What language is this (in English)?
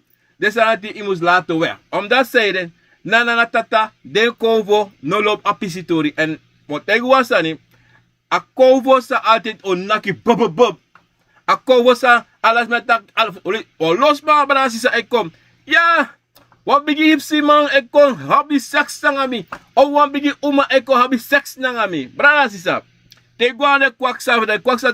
Sranan Tongo